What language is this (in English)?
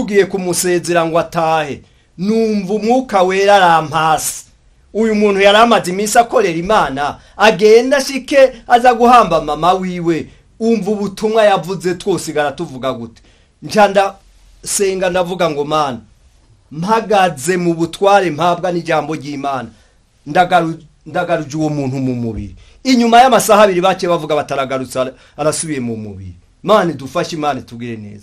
Rundi